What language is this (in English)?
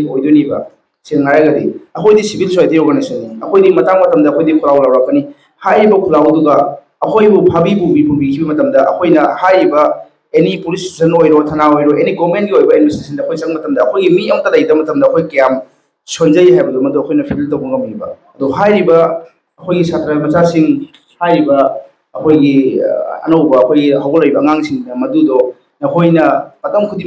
Manipuri